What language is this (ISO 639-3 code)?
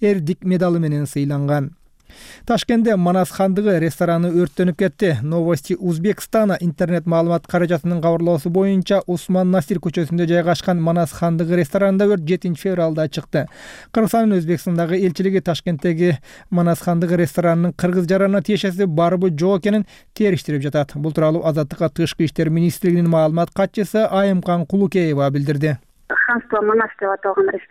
kir